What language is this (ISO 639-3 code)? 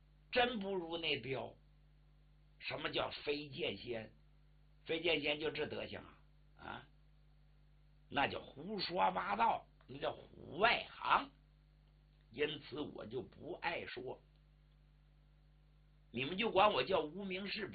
zho